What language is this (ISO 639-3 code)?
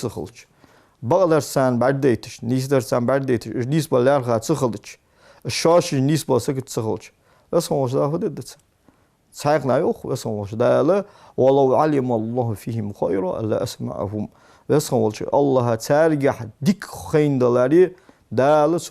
inh